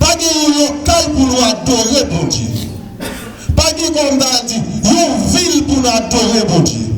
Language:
Haitian Creole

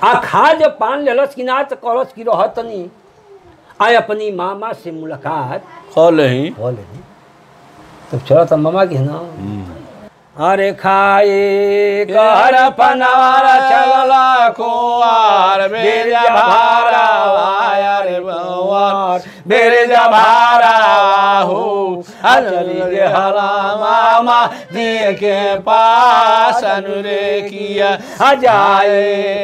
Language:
Bhojpuri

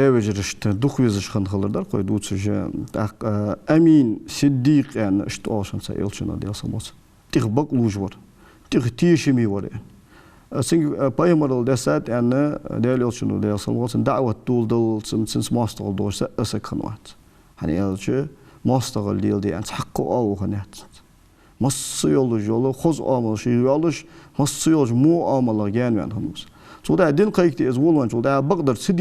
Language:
Ingush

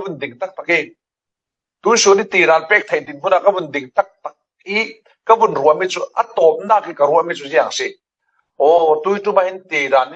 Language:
Falam Chin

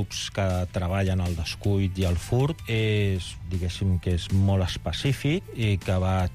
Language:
Catalan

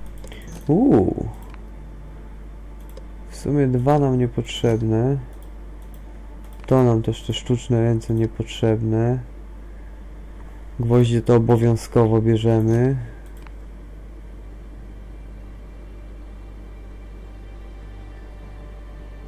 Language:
Polish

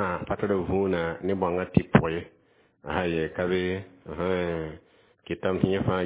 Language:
Mossi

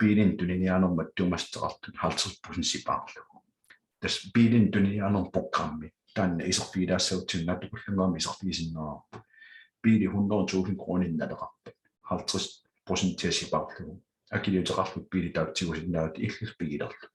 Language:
Kalaallisut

